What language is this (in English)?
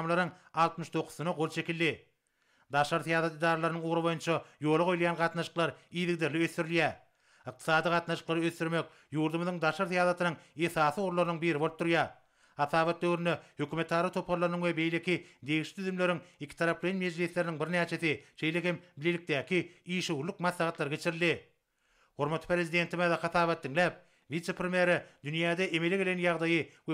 Turkmen